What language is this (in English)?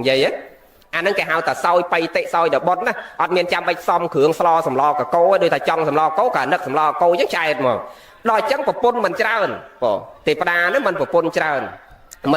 Khmer